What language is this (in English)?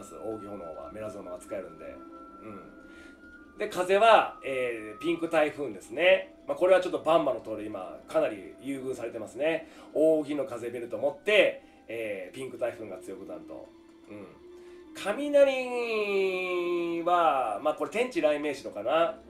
Japanese